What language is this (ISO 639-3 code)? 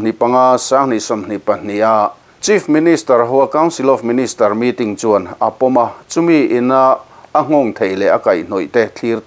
lus